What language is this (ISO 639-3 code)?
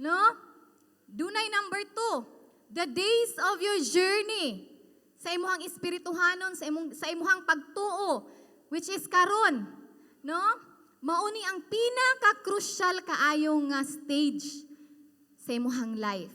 ceb